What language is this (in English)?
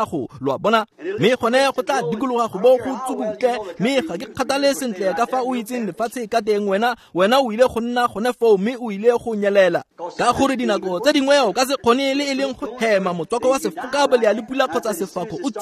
Tswana